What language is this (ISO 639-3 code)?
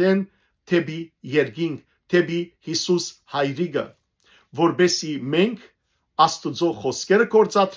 hyw